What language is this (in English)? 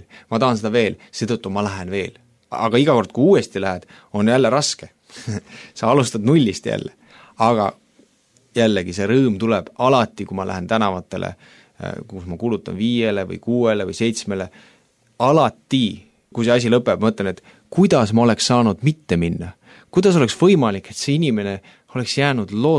Estonian